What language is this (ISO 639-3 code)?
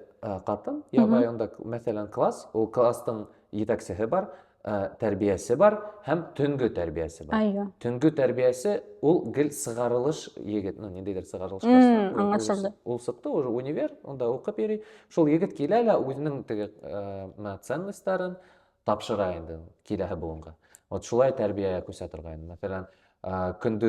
bak